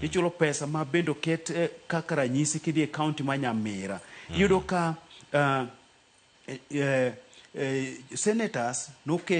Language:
Luo (Kenya and Tanzania)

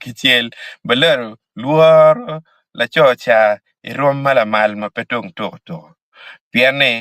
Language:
Acoli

